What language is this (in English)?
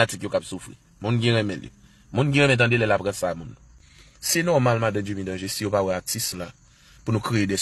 Haitian Creole